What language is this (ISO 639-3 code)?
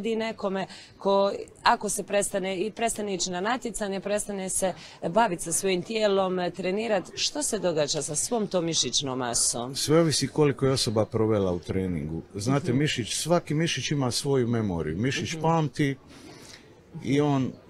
hrv